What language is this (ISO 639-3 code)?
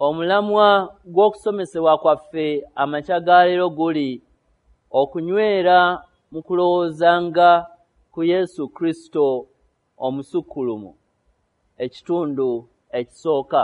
lug